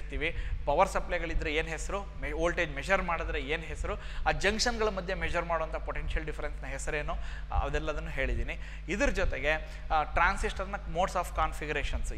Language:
Kannada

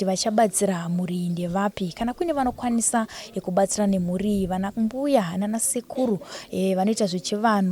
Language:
Shona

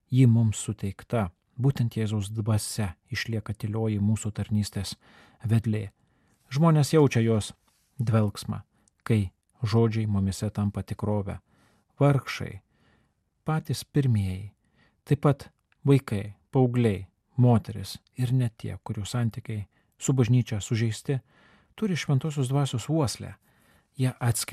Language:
Lithuanian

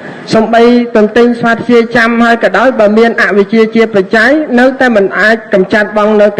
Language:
Khmer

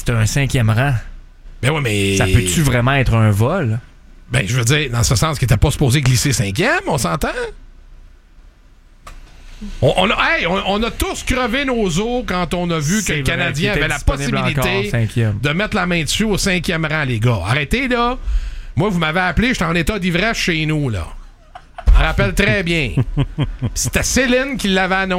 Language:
French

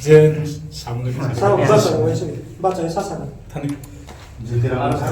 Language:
Riang (India)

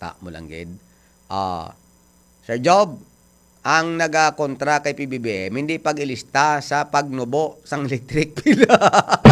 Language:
Hiligaynon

